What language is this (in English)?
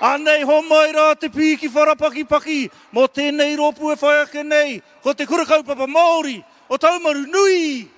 Māori